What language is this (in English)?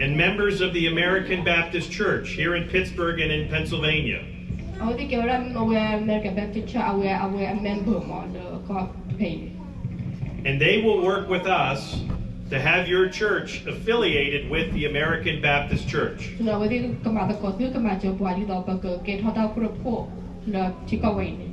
S'gaw Karen